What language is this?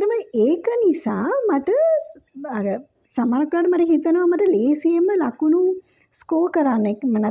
Sinhala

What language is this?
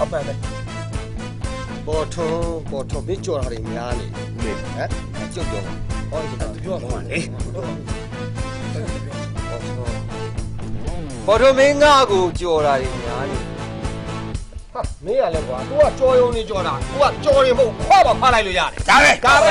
Burmese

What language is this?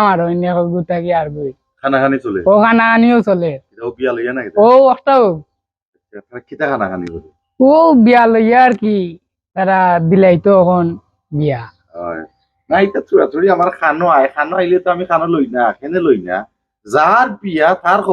Sylheti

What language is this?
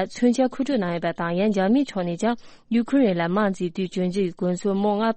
Tibetan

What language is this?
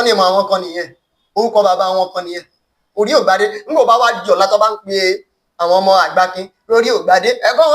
Yoruba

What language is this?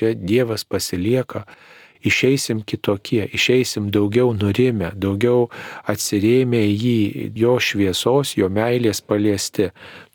Lithuanian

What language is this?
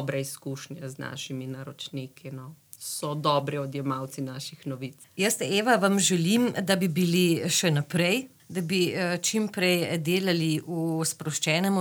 Slovenian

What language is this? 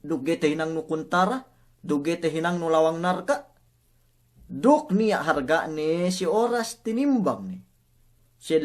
Yakan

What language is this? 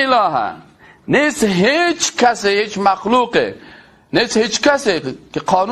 Persian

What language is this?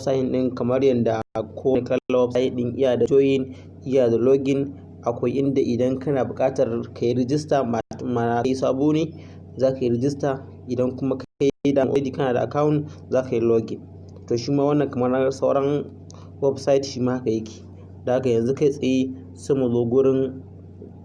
Hausa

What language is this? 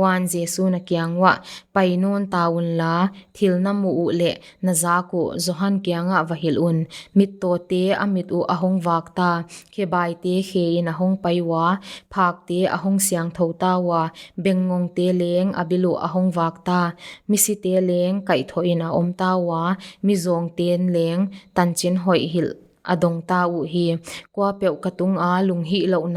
Paite Chin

